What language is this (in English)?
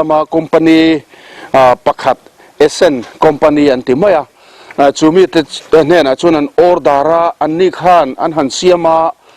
Mizo